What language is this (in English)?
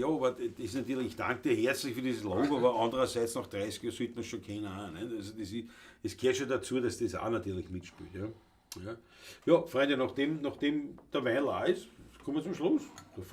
Bavarian